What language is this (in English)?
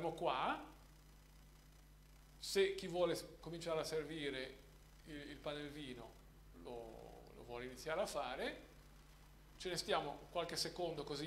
Italian